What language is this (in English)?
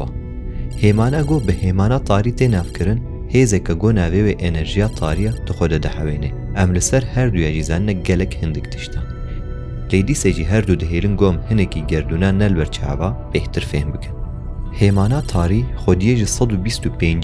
Kurdish